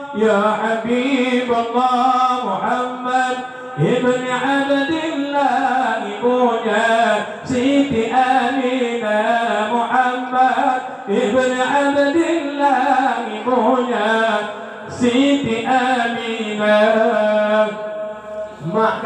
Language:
Achinese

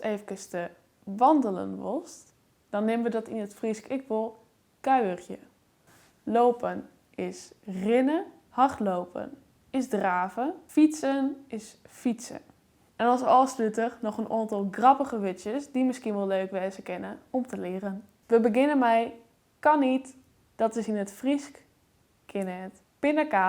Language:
Western Frisian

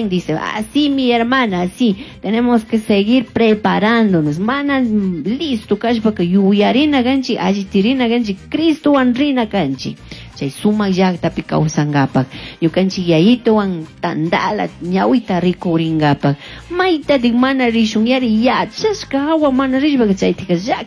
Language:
Chimborazo Highland Quichua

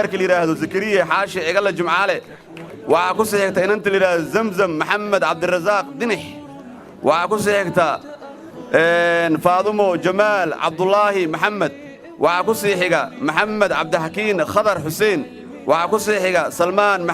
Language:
Somali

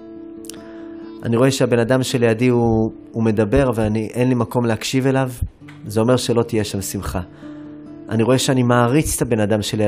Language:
Hebrew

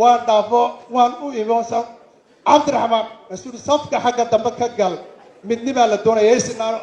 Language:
Somali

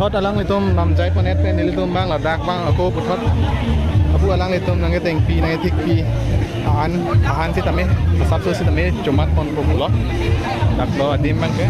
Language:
Karbi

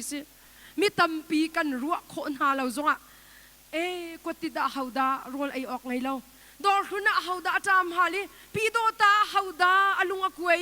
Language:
Hakha Chin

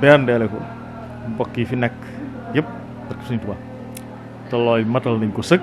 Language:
Wolof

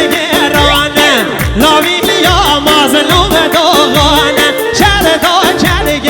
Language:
Kurdish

